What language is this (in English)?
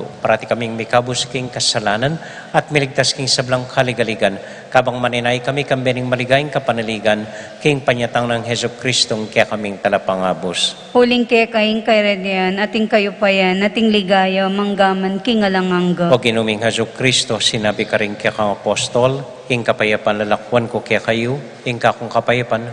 Pampanga